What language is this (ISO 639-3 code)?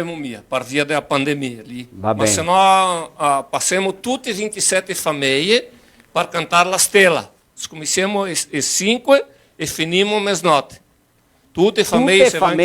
vec